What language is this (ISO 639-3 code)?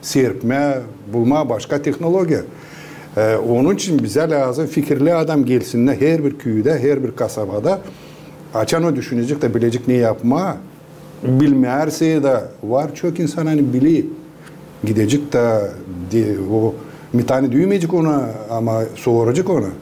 gag